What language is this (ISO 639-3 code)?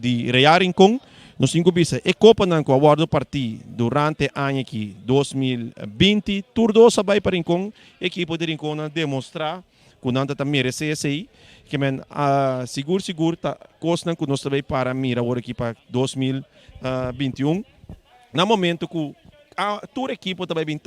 pap